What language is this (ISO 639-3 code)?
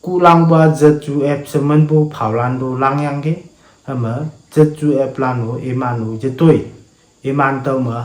nbe